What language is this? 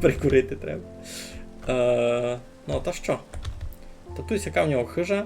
Rusyn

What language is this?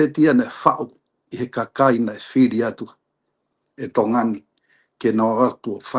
Tongan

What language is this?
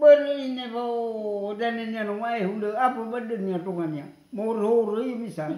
Nias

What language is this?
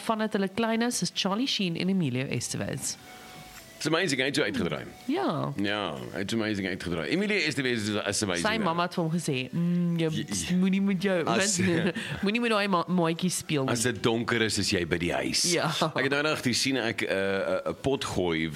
Afrikaans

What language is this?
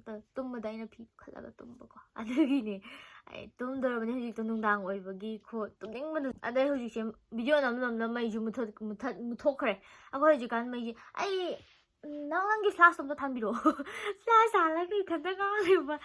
Manipuri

